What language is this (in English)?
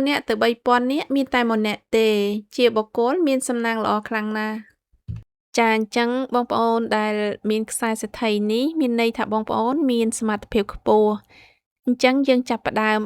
Khmer